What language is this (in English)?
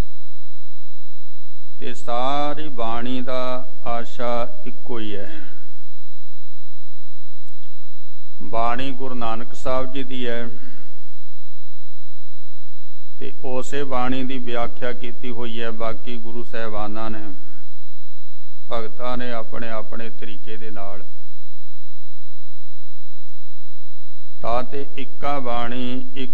Punjabi